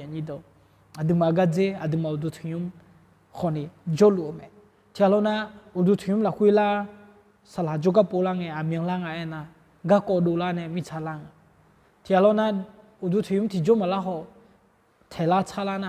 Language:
Akha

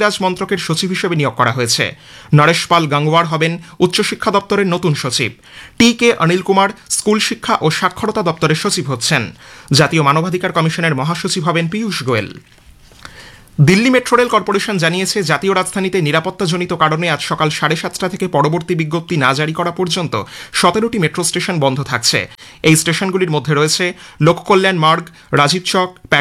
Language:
Bangla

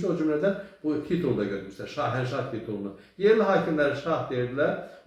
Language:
Azerbaijani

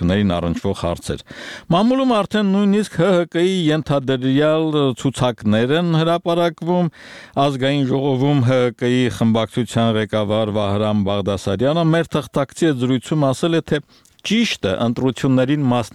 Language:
Armenian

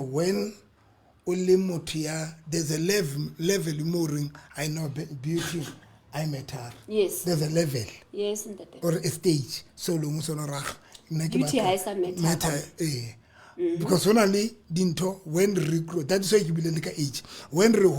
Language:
Southern Sotho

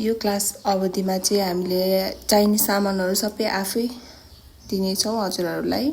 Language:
Nepali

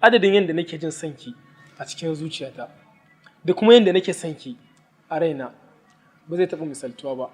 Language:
Hausa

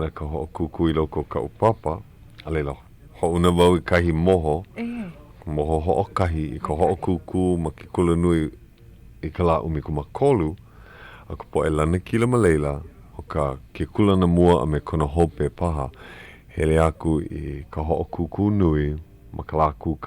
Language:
Hawaiian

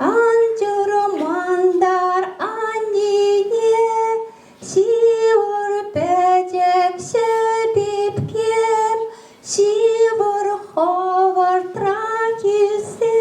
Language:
Chuvash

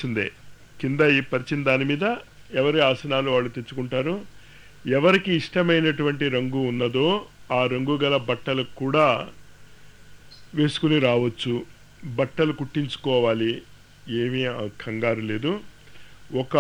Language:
Telugu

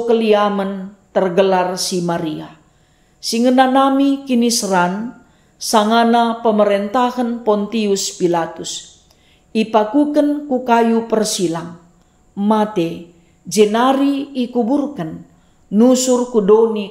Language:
Batak Karo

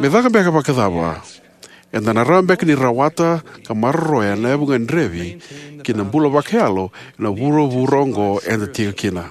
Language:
Fijian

